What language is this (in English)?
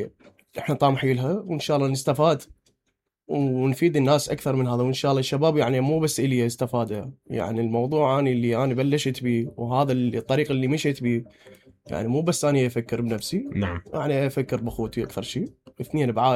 Mesopotamian Arabic